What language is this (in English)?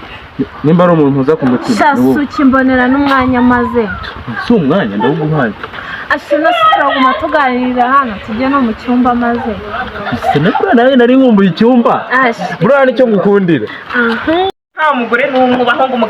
Kinyarwanda